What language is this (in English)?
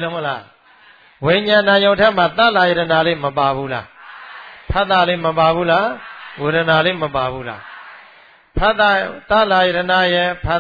Burmese